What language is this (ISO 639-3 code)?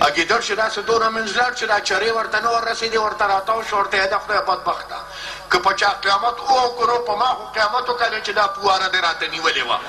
pus